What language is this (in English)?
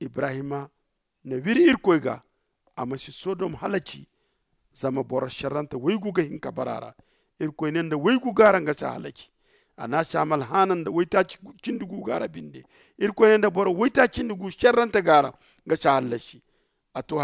Zarma